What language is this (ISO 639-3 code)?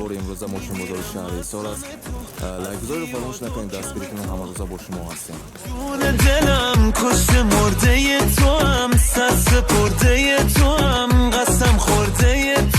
tgk